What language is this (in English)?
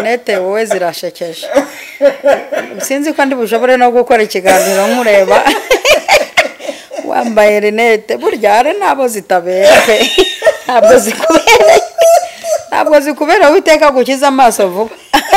Kinyarwanda